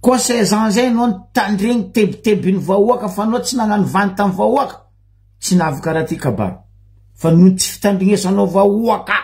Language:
Malagasy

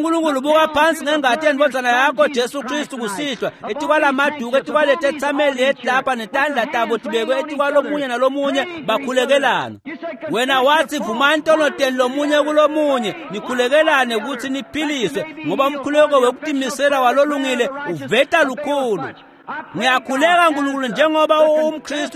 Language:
Swati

